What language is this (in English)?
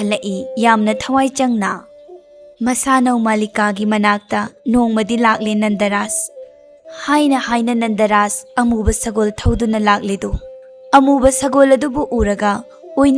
Manipuri